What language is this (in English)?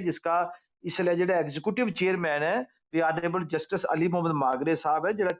Gujari